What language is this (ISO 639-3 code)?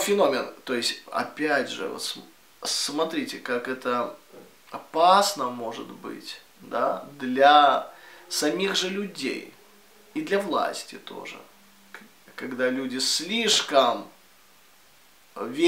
rus